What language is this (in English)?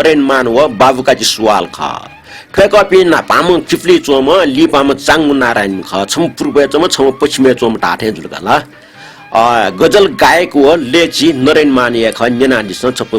Newari